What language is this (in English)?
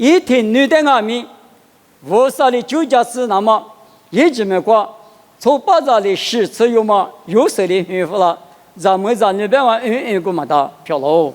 Lisu